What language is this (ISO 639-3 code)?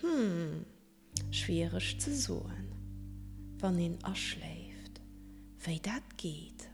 ltz